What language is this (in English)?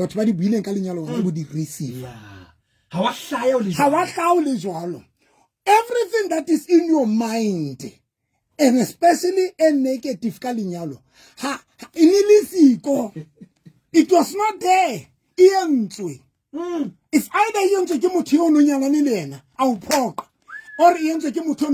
Southern Sotho